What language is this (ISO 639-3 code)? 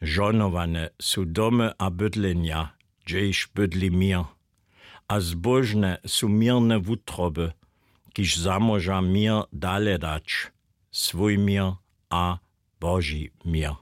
hsb